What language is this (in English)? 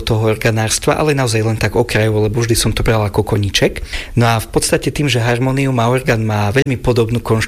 Slovak